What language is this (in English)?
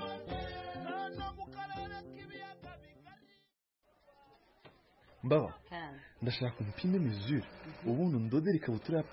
Kinyarwanda